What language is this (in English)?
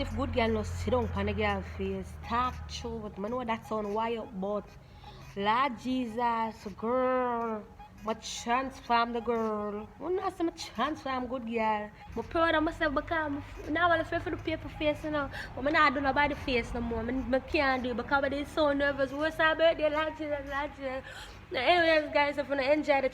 Jamaican Creole English